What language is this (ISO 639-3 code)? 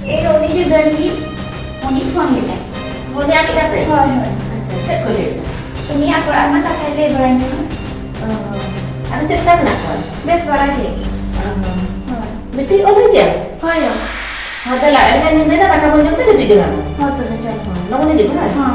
sat